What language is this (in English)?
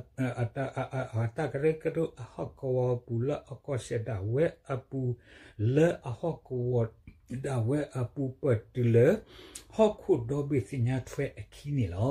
S'gaw Karen